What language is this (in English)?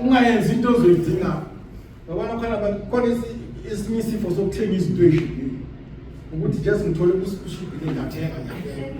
Zulu